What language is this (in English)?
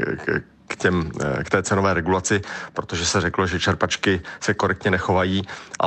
Czech